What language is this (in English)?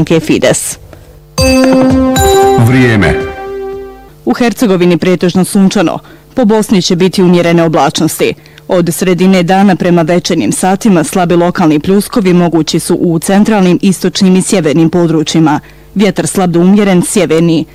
Bosnian